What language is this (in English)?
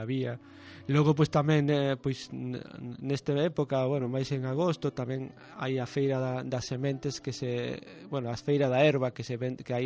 Galician